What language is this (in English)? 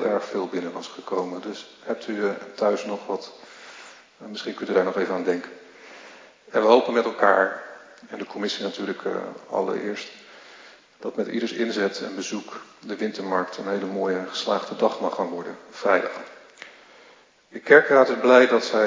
Dutch